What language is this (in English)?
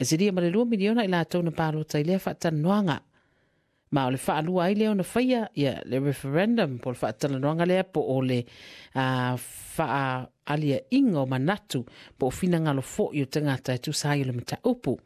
Samoan